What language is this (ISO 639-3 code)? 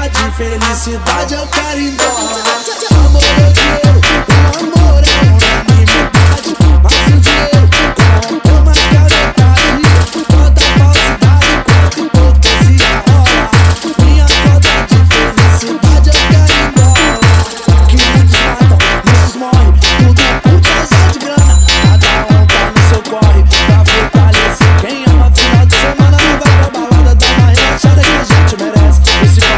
por